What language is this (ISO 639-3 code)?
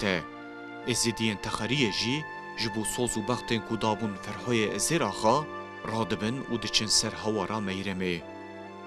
kur